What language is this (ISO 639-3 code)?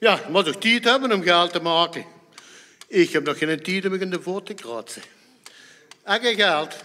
lim